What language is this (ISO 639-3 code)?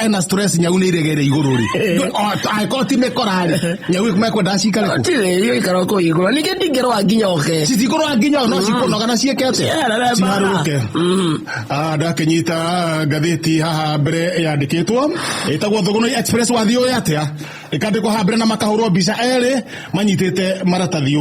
kik